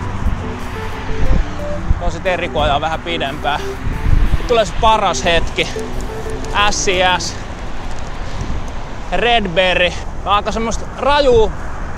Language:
Finnish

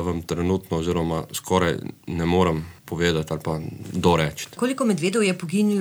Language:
Slovenian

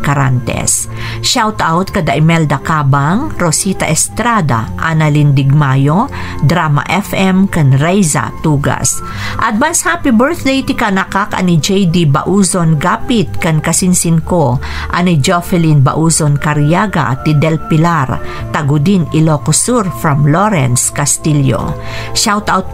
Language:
Iloko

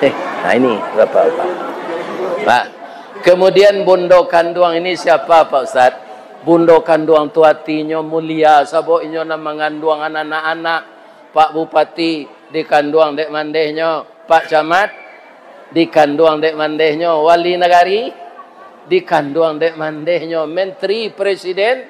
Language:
Minangkabau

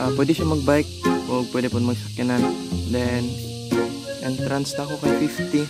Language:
Cebuano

